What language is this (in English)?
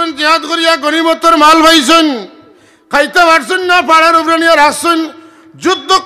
Sylheti